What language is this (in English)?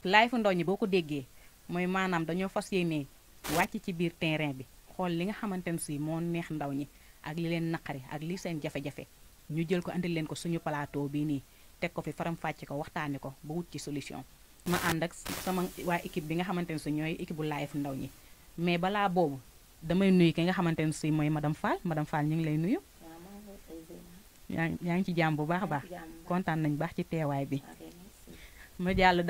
Wolof